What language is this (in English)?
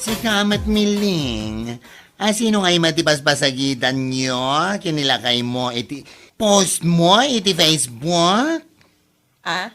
Iloko